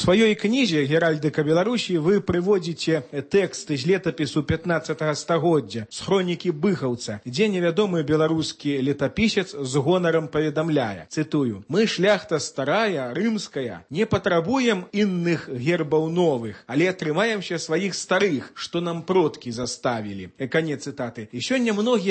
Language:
Belarusian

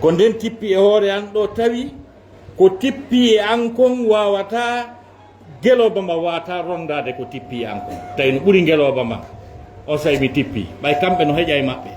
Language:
Fula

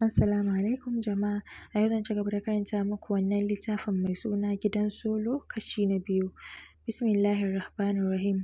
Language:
Hausa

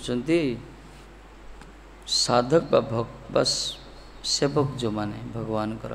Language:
Odia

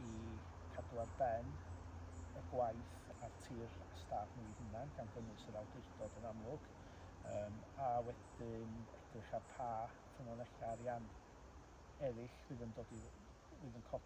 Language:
Welsh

